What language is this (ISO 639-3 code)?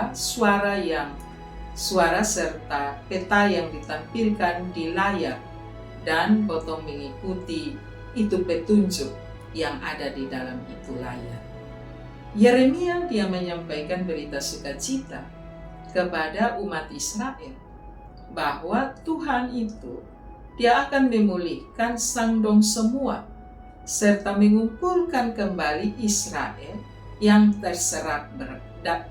mkn